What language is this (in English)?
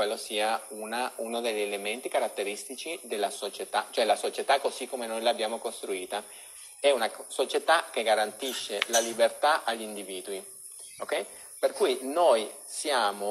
Italian